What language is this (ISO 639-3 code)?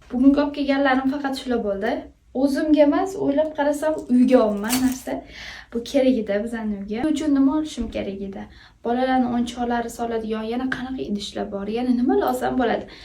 uzb